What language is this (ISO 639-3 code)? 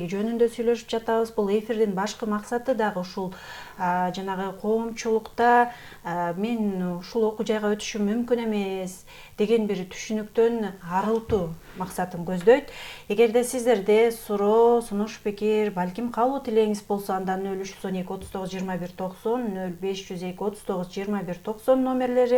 kir